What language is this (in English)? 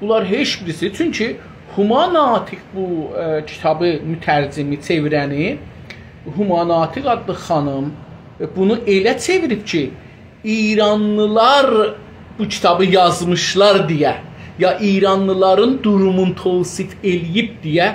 South Azerbaijani